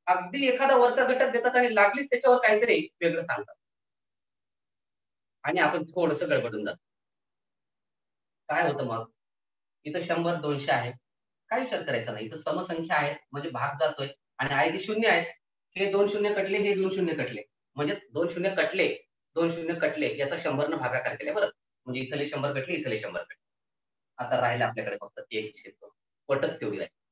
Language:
Marathi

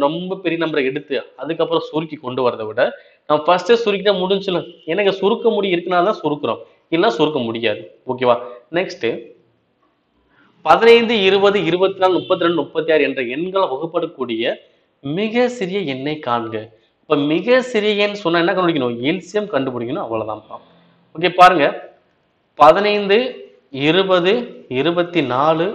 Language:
Tamil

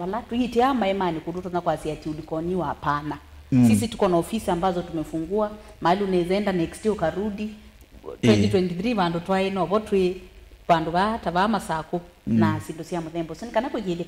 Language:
Kamba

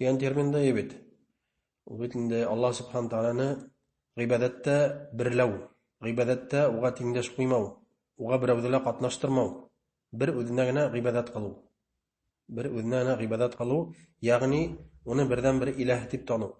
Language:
Bashkir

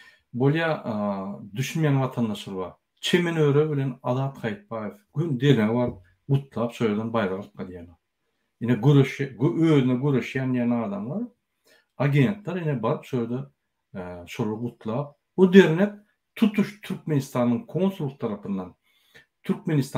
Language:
Turkmen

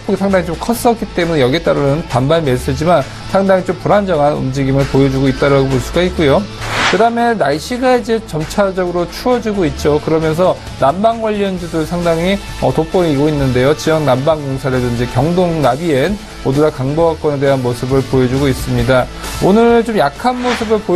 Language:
Korean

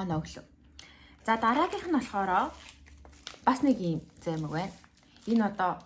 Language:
Mongolian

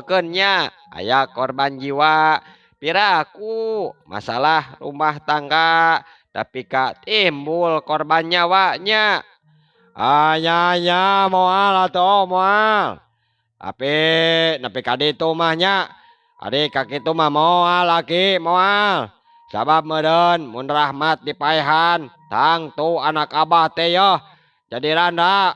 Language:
Sundanese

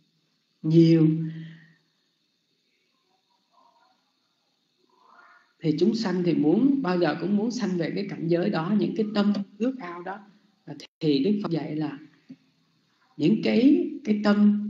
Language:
Vietnamese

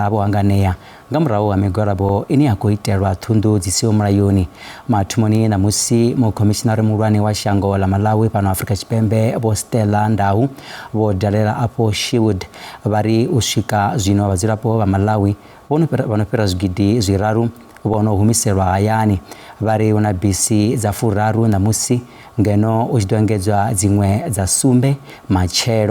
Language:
Venda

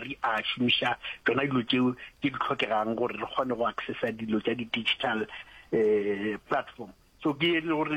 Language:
Northern Sotho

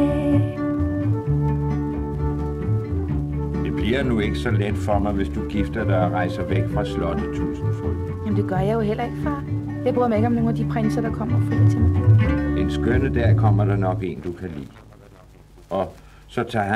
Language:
Danish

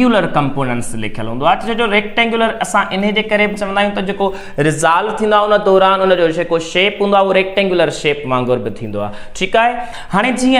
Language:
Sindhi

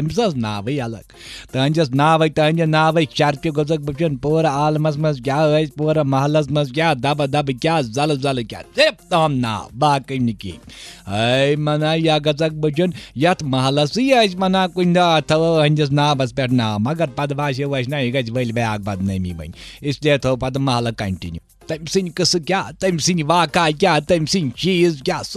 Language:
Kashmiri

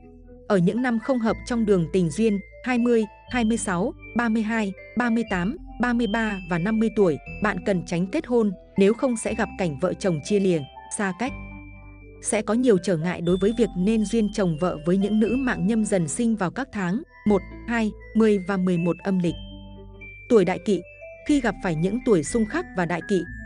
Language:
Vietnamese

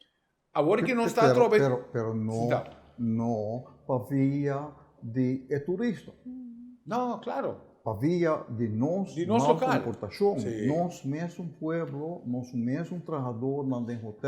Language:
Papiamento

